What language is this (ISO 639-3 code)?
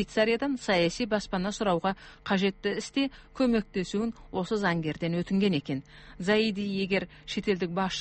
kaz